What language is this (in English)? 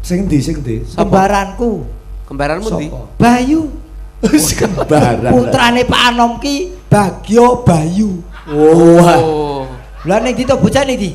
Javanese